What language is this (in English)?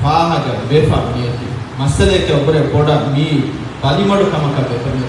Divehi